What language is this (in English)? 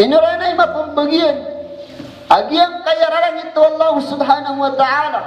Maranao